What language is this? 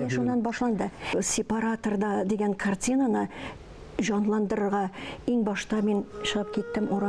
Tatar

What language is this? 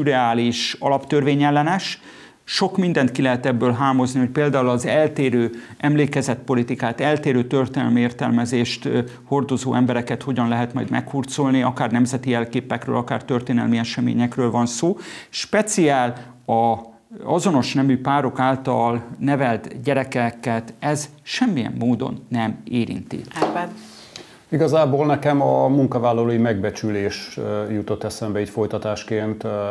Hungarian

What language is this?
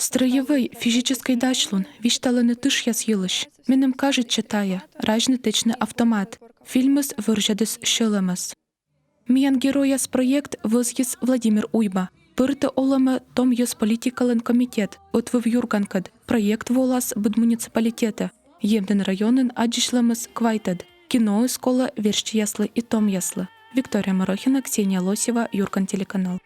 Komi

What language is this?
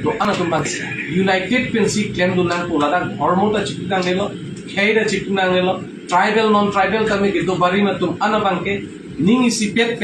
Karbi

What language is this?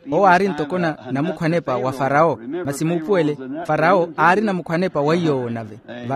Makhuwa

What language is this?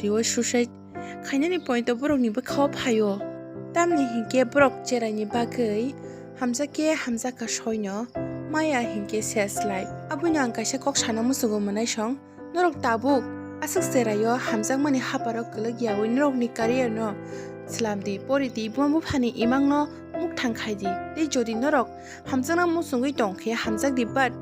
Kok Borok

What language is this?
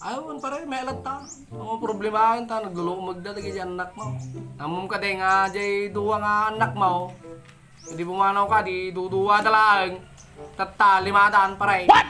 Iloko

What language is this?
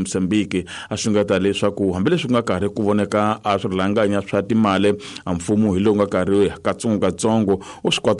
Tsonga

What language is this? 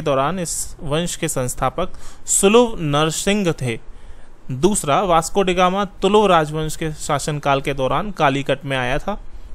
Hindi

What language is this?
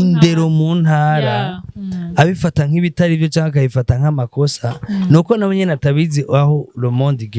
Rundi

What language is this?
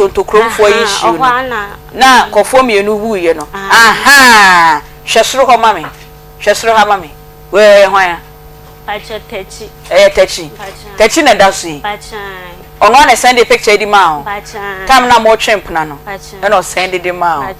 Akan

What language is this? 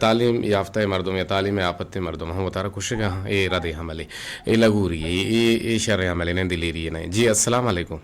Eastern Balochi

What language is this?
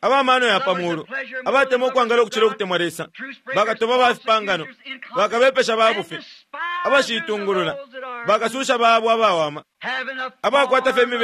Bemba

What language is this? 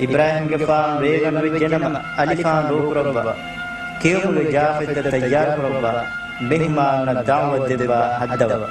Divehi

